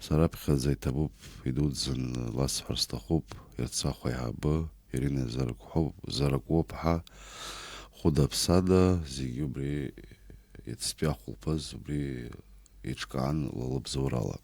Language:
Abkhazian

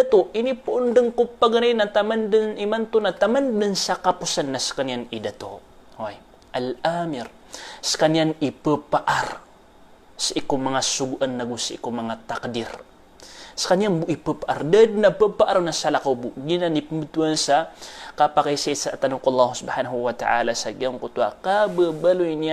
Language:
Maranao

